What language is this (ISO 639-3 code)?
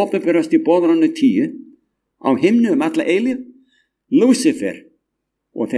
isl